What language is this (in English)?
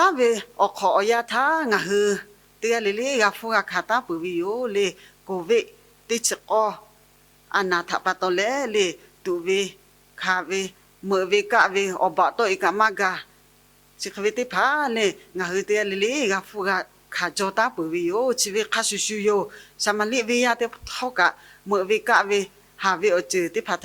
Lahu